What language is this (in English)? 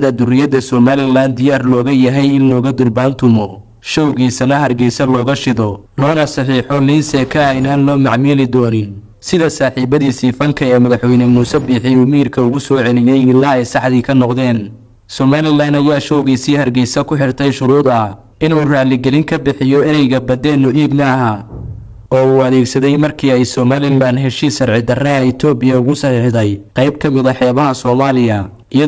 Somali